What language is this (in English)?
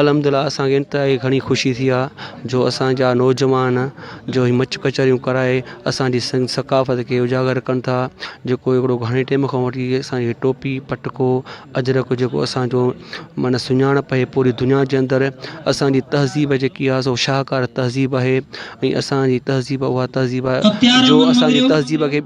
Sindhi